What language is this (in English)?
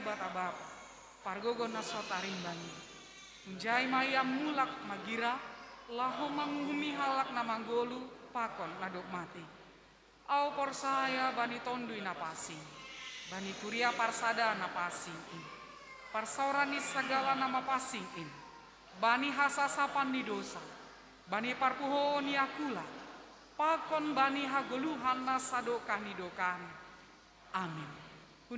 Batak Simalungun